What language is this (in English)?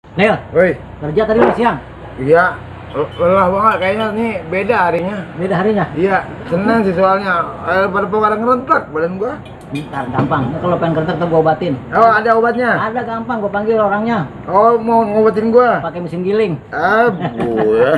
Betawi